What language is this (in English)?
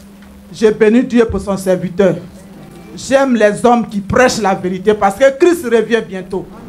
French